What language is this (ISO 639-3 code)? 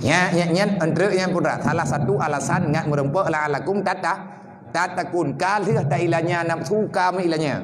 ace